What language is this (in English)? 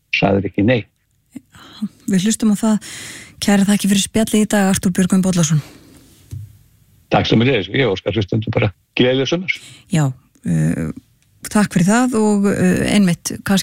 Icelandic